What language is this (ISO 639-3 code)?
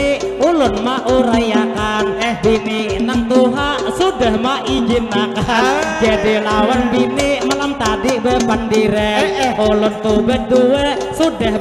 bjn